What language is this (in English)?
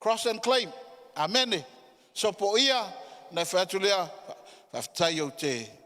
Samoan